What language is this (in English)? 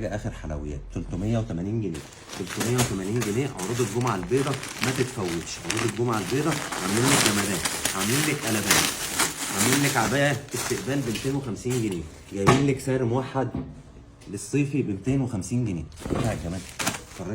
Egyptian Arabic